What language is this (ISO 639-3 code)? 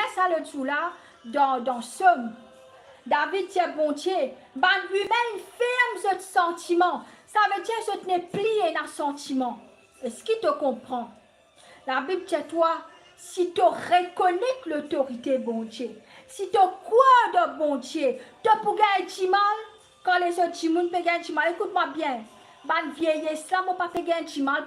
mfe